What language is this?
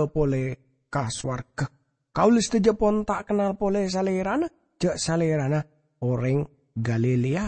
Madurese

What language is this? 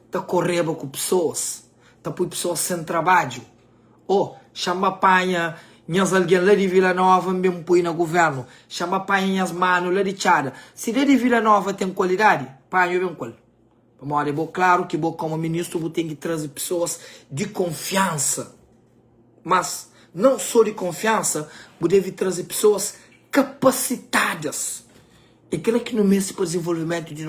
Kabuverdianu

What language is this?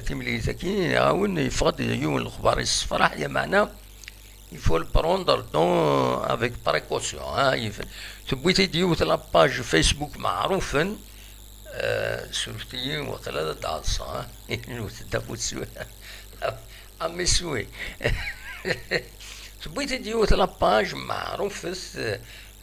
Kabyle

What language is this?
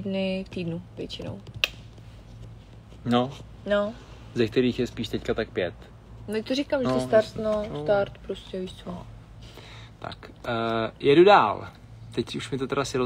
Czech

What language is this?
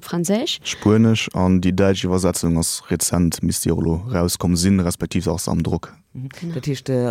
Luxembourgish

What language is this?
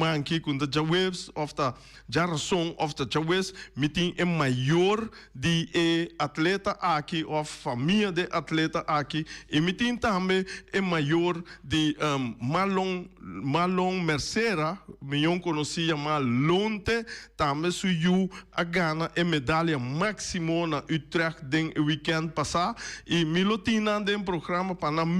Papiamento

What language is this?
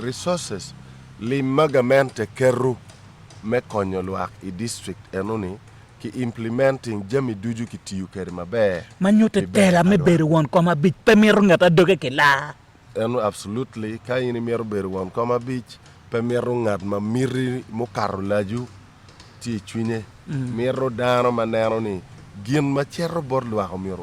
Acoli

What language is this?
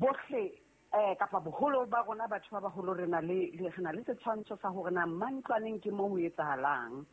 Southern Sotho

